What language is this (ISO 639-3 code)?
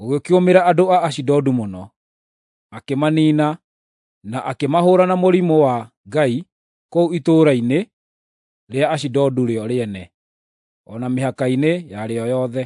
kik